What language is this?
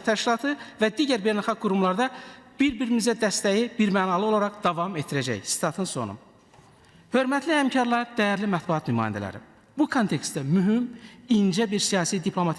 Azerbaijani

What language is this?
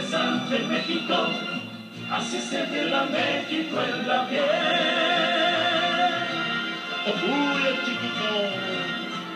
Spanish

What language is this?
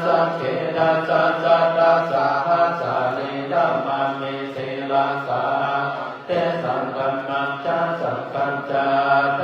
Pali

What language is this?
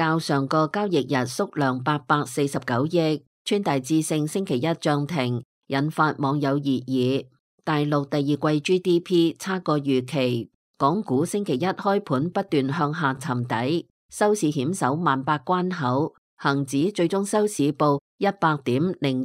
Cantonese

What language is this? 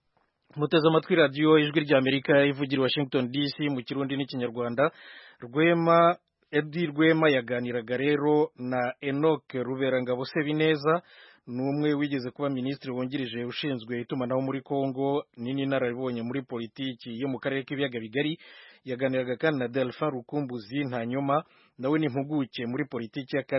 Kinyarwanda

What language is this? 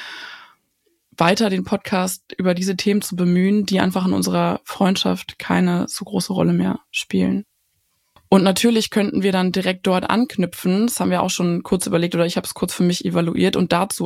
German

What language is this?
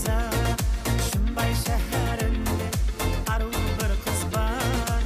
Kara-Kalpak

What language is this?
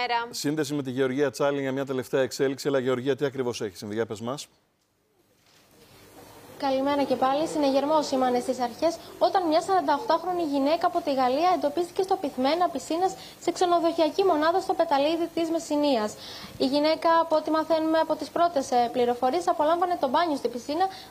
Greek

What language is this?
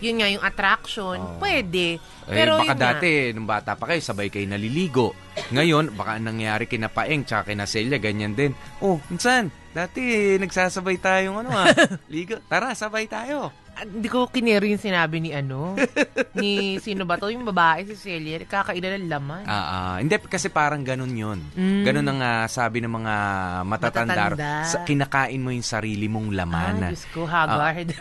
Filipino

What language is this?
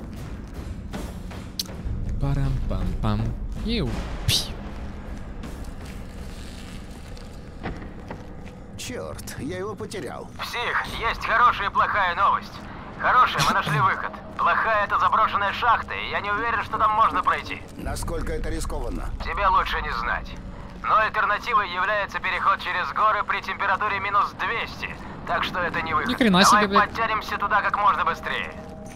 Russian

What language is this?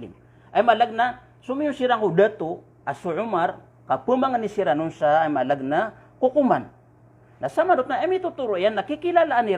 Maranao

